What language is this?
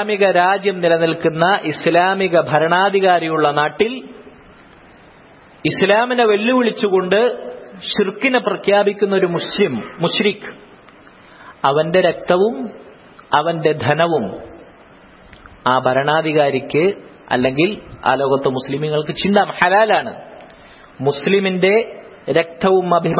Malayalam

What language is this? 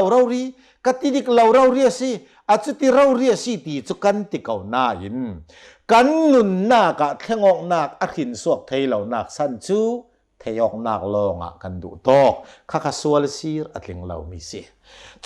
Hakha Chin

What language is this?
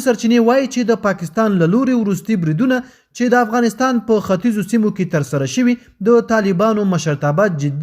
Pashto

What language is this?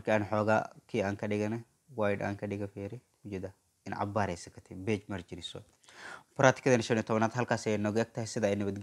Somali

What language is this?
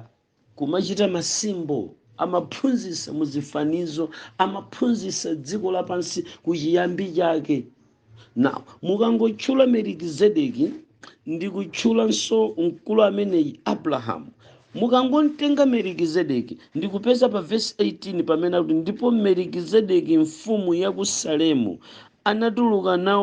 Nyanja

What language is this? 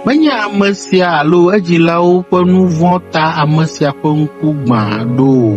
Ewe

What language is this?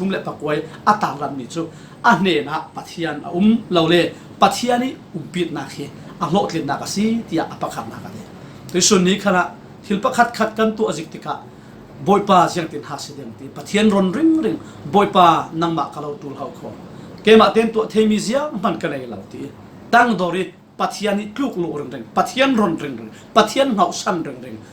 Falam Chin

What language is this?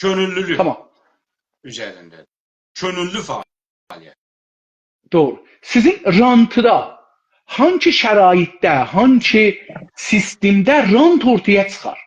South Azerbaijani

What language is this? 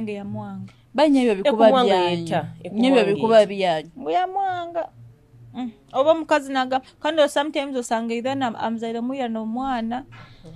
Nyoro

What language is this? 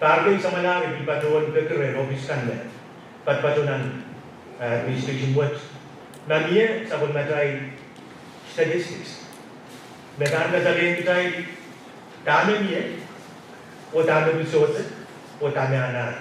Pohnpeian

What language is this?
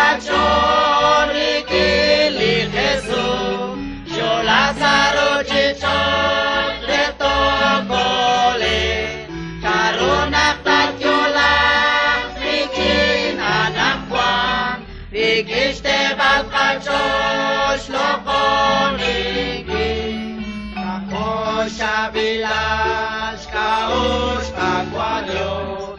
Kekchí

